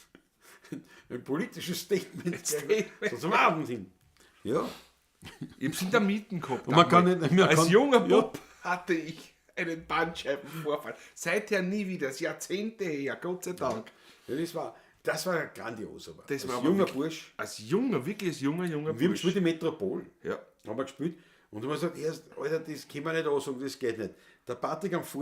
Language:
Bavarian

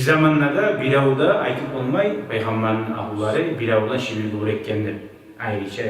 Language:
Kumyk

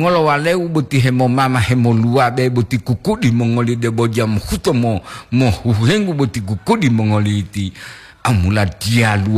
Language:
Gorontalo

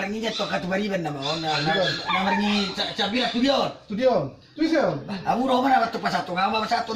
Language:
Batak Toba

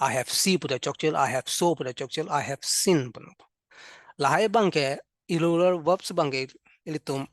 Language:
Karbi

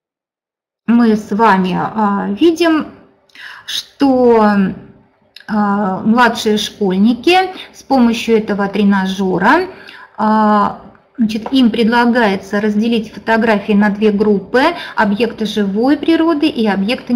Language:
Russian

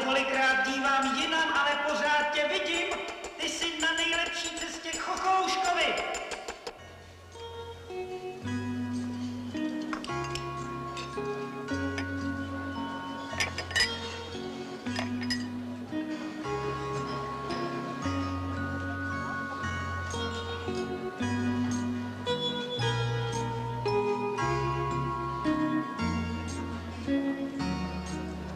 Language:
Czech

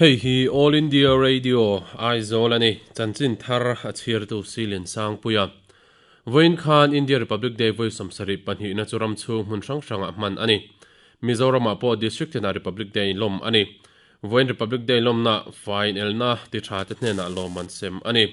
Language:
Mizo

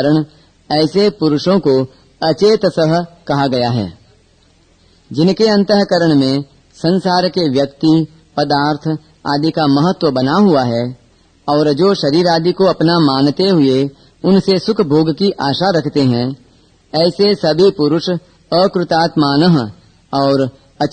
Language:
Hindi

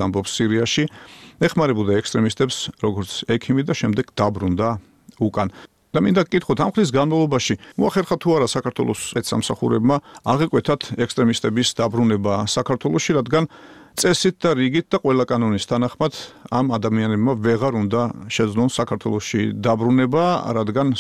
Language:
Georgian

